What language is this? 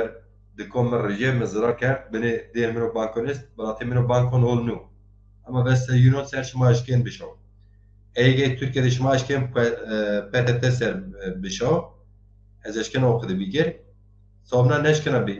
Zaza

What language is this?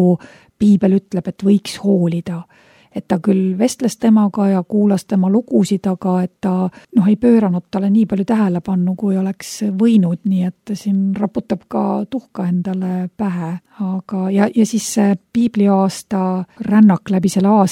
Estonian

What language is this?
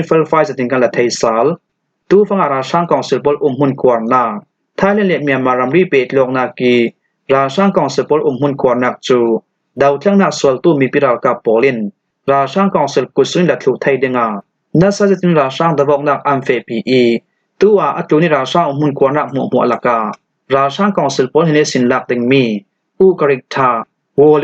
Falam Chin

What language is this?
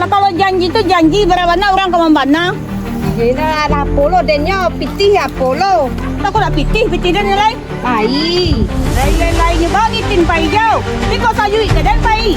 Minangkabau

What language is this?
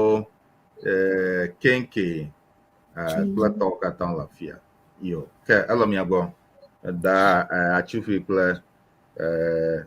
Ewe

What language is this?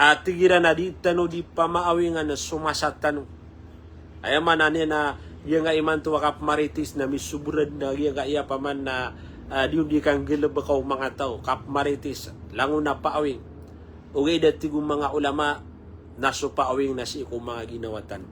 Maranao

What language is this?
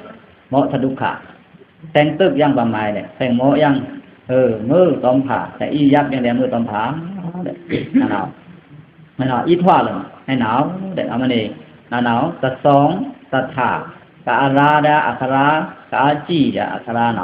Pa'o Karen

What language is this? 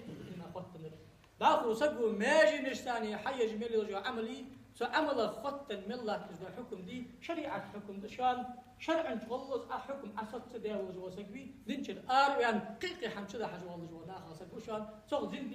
Ingush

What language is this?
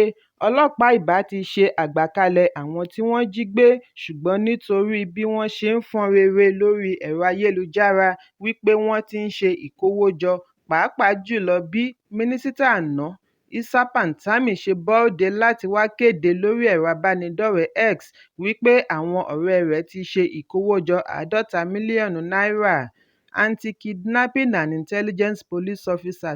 Yoruba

